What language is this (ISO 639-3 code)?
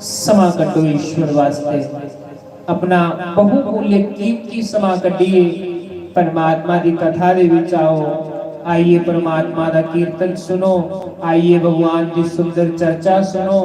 doi